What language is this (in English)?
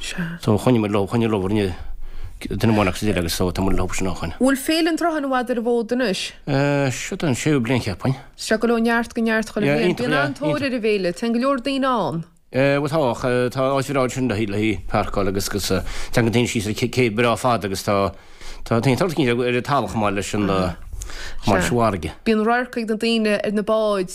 Irish